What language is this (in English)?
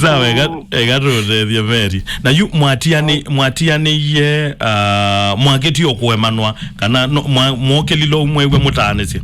Kamba